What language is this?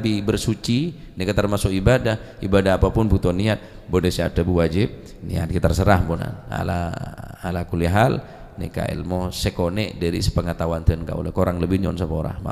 Madurese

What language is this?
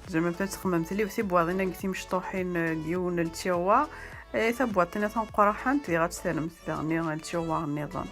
Kabyle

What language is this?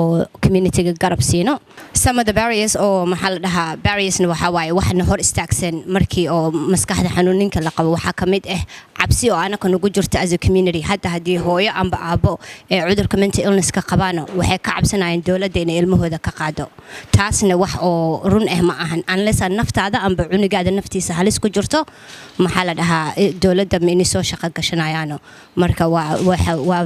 Somali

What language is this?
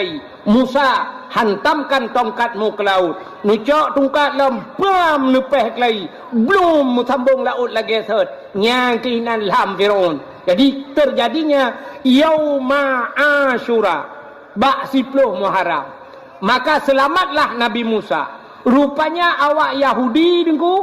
Achinese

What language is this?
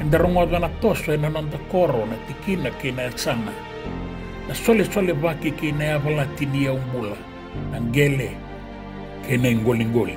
Fijian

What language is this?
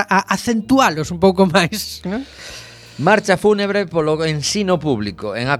Galician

